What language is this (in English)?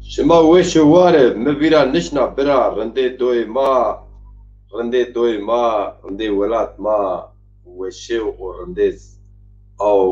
Zaza